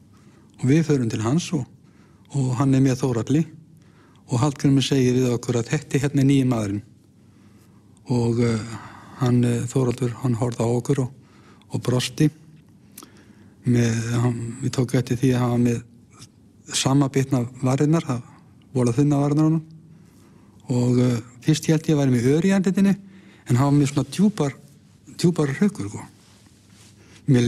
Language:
Icelandic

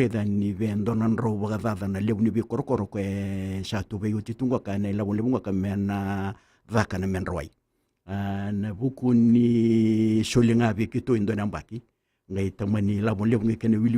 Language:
Fijian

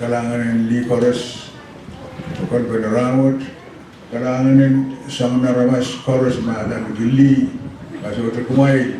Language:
Pohnpeian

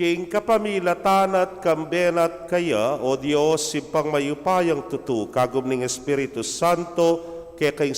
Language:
Pampanga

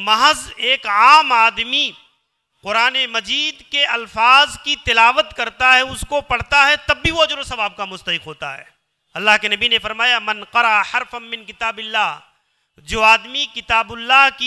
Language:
Urdu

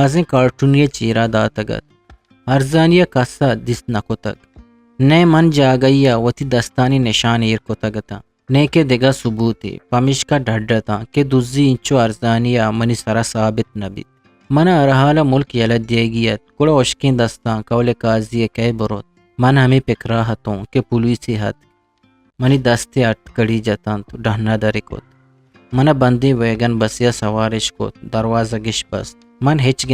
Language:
Eastern Balochi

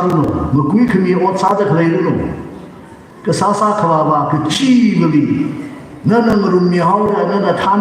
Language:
Tangkhul Naga (India)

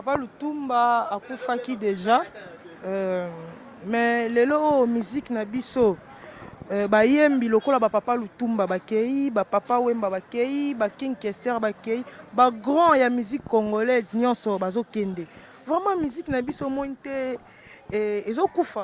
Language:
Lingala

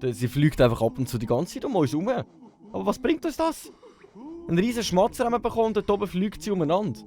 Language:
Swiss German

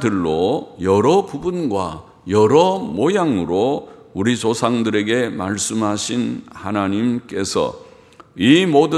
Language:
Korean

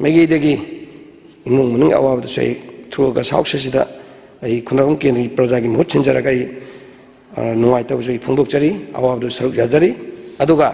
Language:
Manipuri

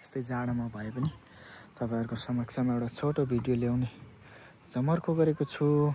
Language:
Nepali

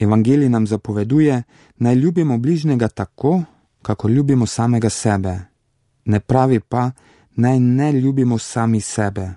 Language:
Slovenian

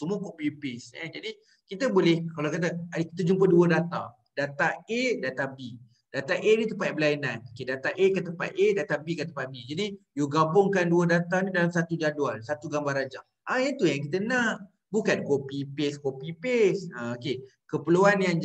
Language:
Malay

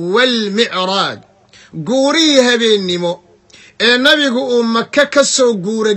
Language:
Somali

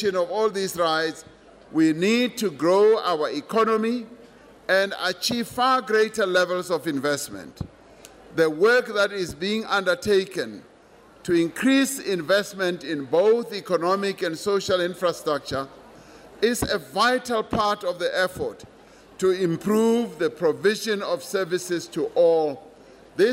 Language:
English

